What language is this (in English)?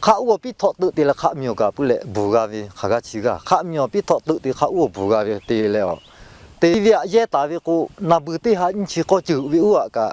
Lahu